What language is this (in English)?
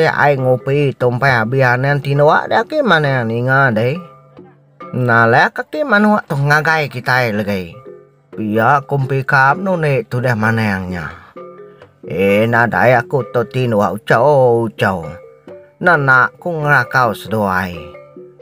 Iban